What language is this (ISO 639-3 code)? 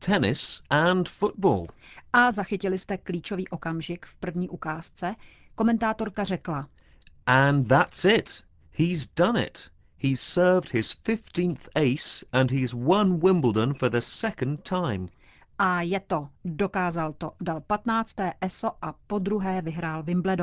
ces